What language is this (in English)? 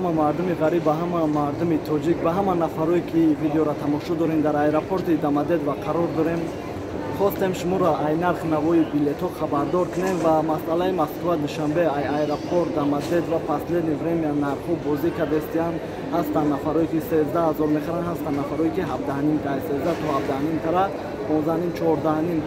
Tajik